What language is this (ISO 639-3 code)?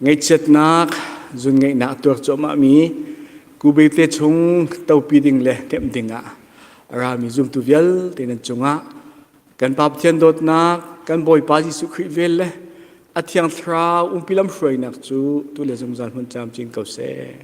cnh